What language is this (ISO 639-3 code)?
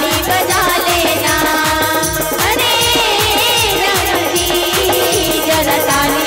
hne